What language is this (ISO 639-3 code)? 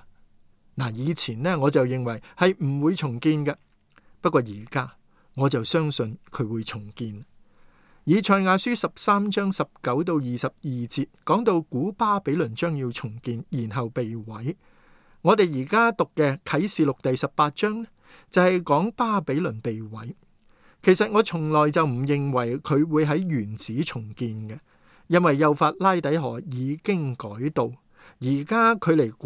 yue